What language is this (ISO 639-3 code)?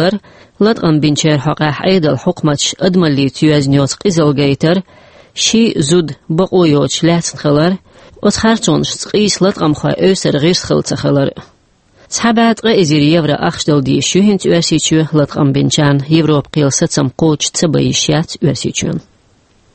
che